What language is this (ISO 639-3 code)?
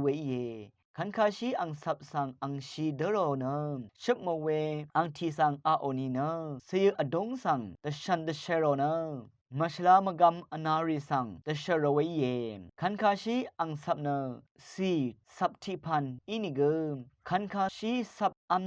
raw